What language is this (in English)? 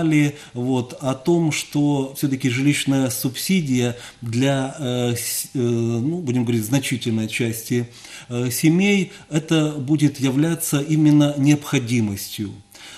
Russian